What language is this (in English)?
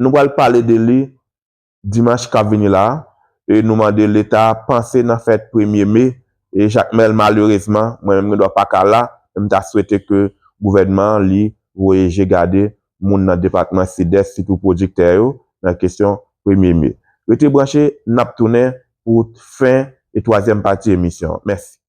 Haitian Creole